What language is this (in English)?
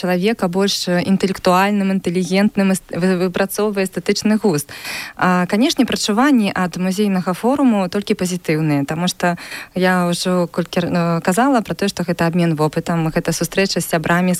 Belarusian